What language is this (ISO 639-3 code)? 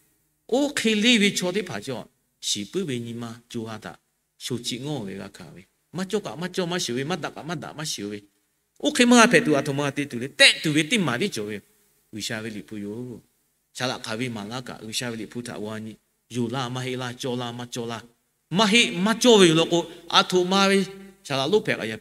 lhu